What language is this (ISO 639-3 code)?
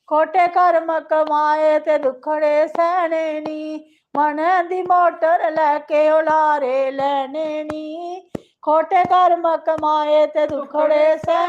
doi